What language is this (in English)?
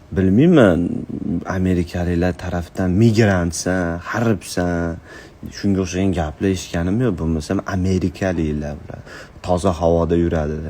Uzbek